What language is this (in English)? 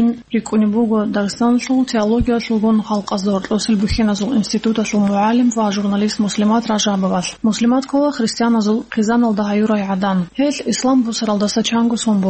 Avaric